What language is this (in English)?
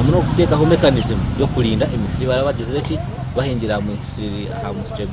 Nyankole